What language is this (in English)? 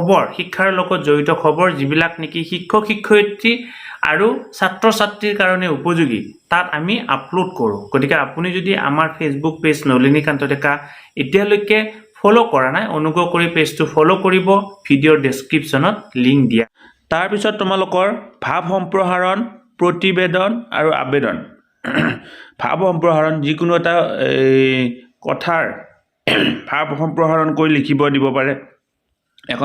Assamese